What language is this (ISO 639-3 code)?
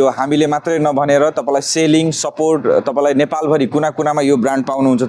nep